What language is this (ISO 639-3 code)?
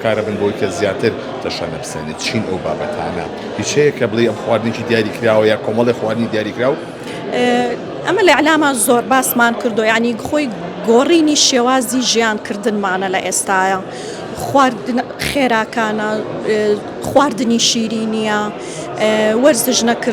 ckb